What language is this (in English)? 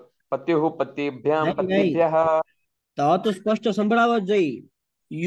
Sanskrit